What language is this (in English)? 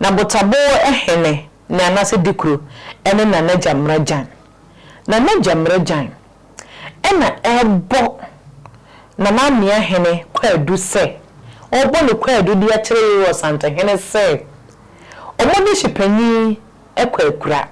Akan